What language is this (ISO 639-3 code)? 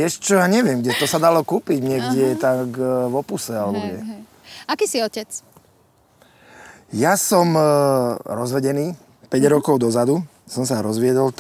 slk